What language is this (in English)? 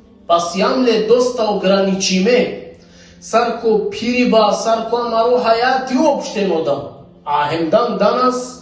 Balkan Romani